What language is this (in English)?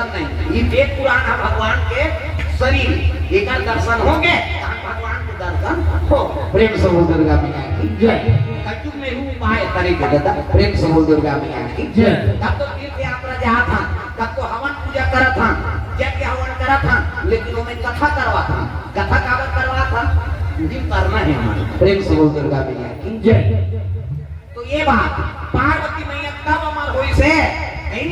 Chhattisgarhi